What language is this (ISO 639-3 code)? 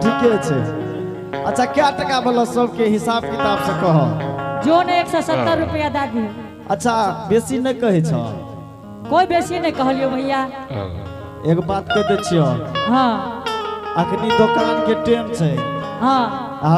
anp